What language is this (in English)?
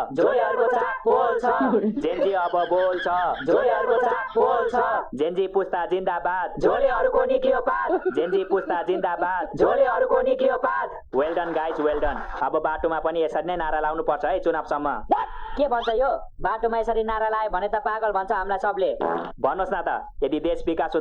Nepali